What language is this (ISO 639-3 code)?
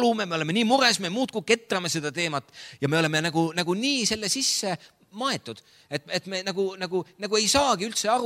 est